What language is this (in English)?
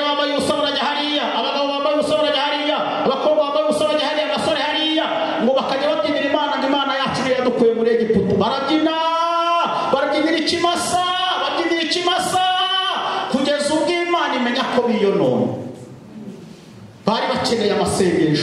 Kinyarwanda